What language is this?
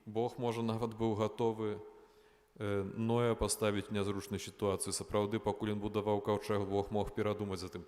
Belarusian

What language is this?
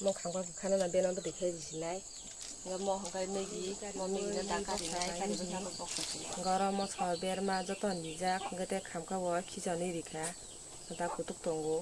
Kok Borok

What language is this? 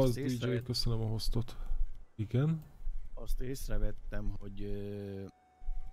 Hungarian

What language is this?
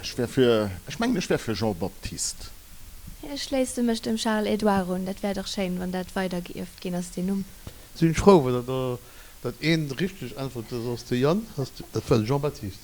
Luxembourgish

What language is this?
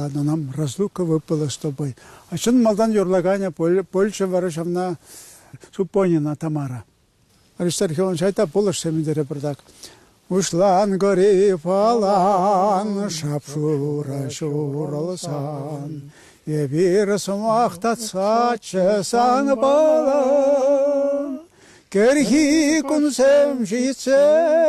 Chuvash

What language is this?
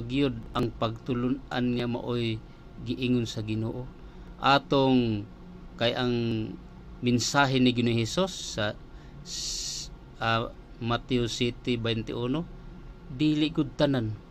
Cebuano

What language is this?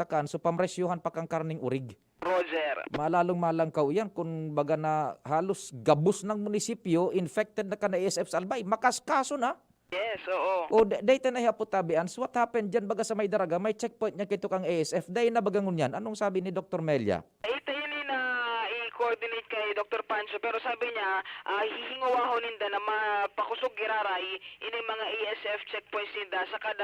Bikol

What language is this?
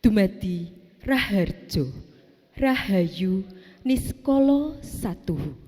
Javanese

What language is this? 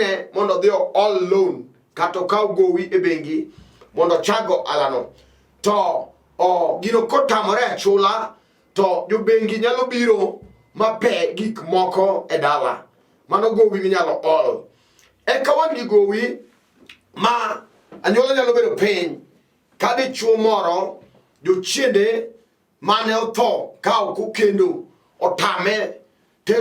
Luo (Kenya and Tanzania)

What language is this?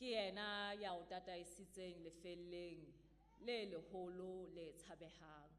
Southern Sotho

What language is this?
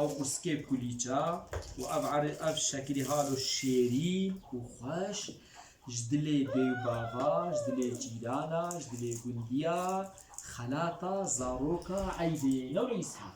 Kurdish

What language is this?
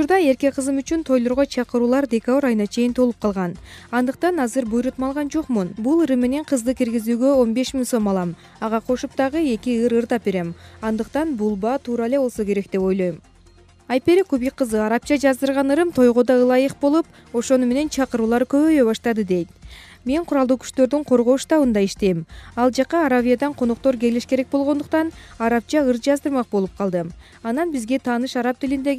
Kyrgyz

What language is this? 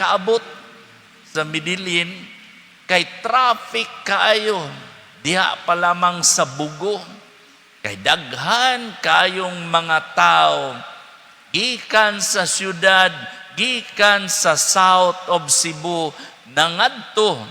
Cebuano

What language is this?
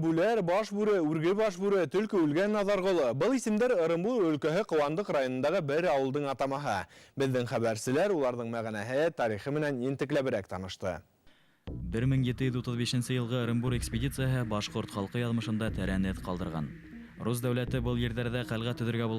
Bashkir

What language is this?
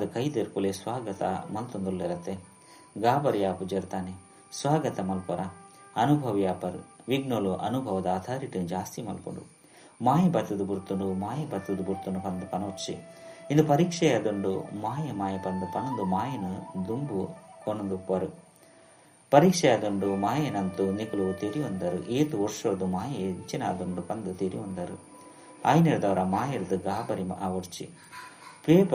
Tulu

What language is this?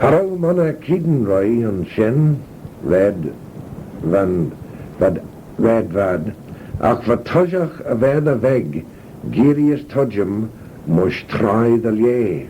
Manx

